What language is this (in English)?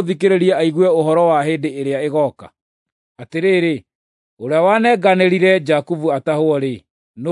Kikuyu